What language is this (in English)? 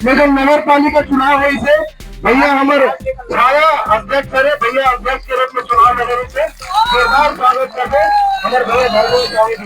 Chhattisgarhi